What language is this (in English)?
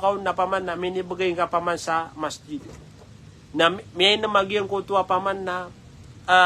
Maranao